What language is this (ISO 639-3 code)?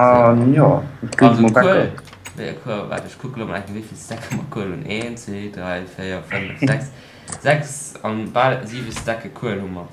ltz